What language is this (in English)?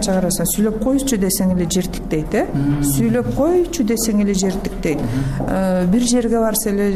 Kyrgyz